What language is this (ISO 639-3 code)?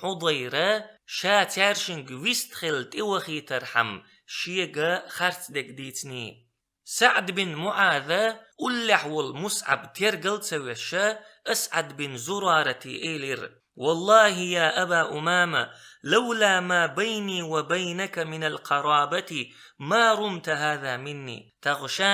che